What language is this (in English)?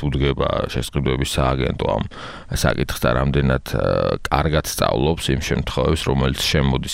Georgian